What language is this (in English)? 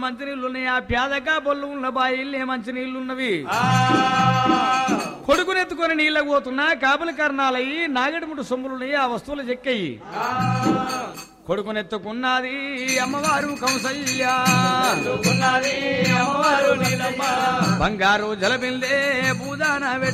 Telugu